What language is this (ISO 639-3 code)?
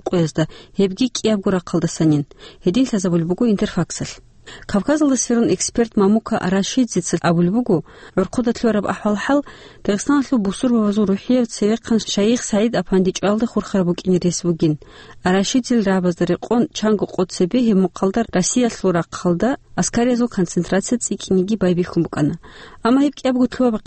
ava